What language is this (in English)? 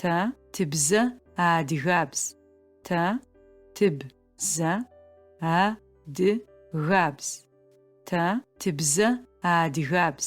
Adyghe